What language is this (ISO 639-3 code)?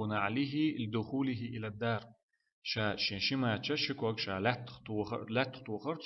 che